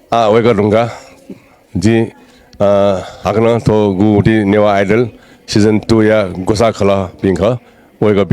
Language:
Newari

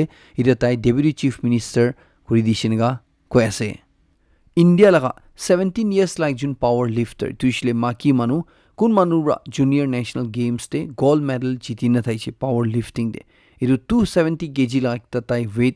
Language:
Naga Pidgin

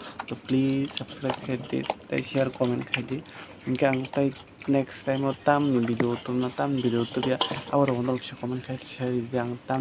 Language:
Kok Borok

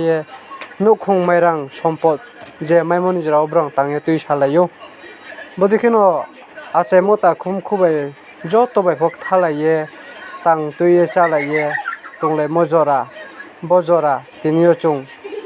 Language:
Riang (India)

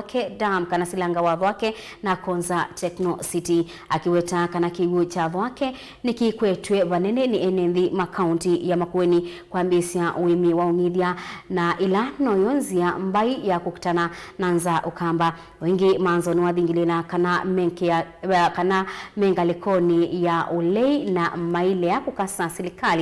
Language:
Kamba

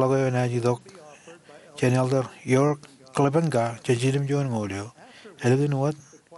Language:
Marshallese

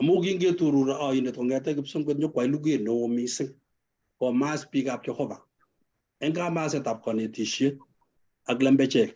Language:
Kalenjin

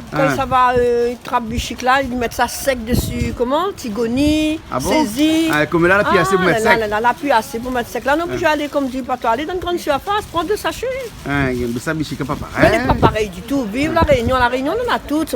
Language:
Réunion Creole French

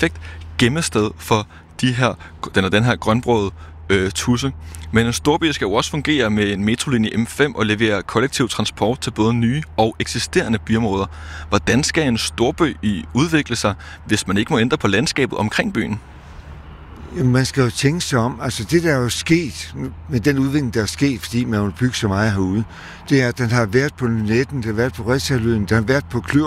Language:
Danish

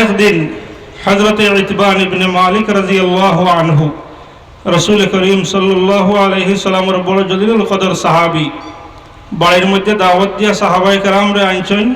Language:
Sylheti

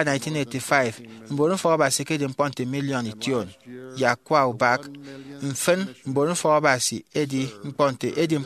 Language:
Efik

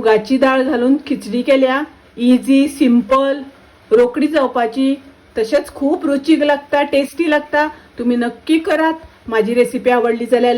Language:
Konkani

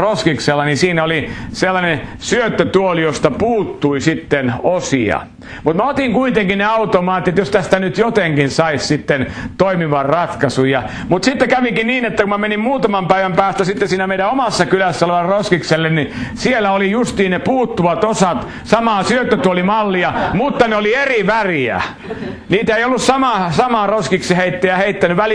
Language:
Finnish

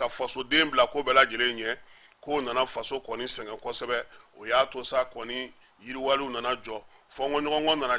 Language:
Bambara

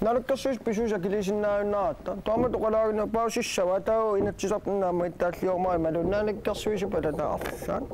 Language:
Kalaallisut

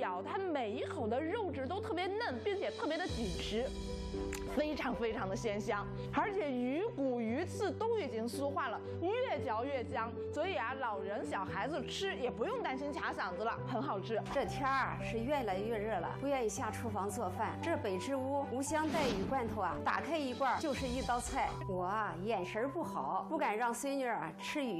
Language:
Chinese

